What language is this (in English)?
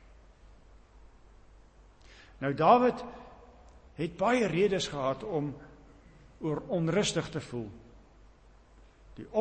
Afrikaans